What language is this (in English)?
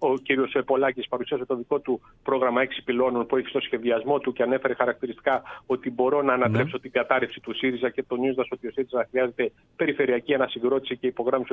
Greek